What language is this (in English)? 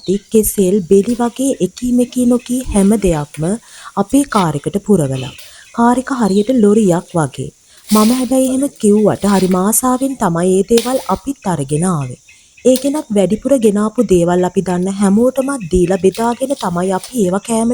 Sinhala